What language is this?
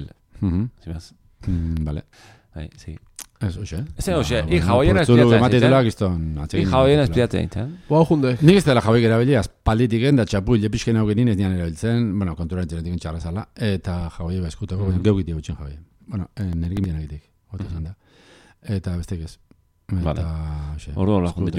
Basque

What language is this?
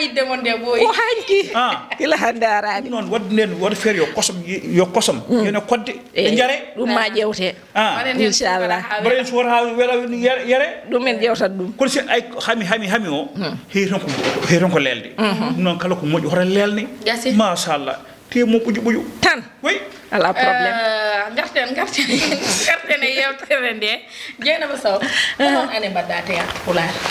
Fula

